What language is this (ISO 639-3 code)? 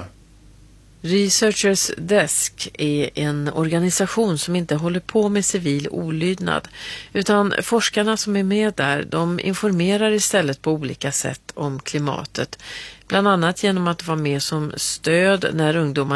swe